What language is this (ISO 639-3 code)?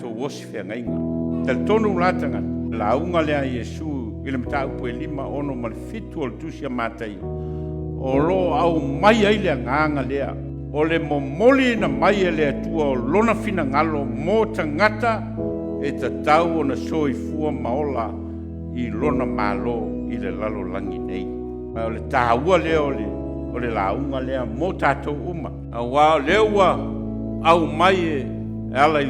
smo